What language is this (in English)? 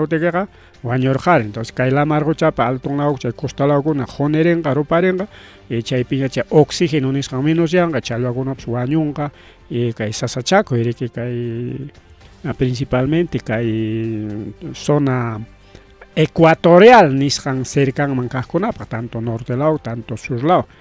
Ayacucho Quechua